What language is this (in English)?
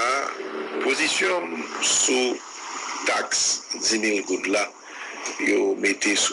Haitian Creole